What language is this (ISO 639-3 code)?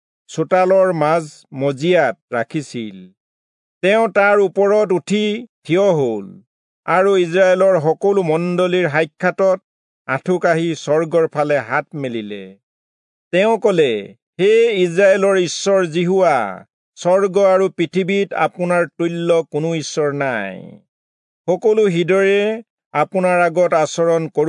asm